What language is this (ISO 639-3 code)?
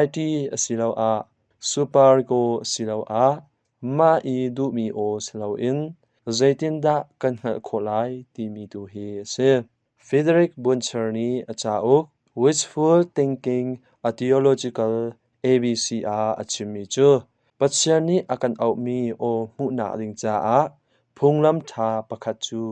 cnh